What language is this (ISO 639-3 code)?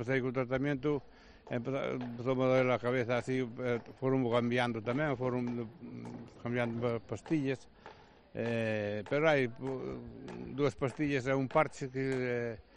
glg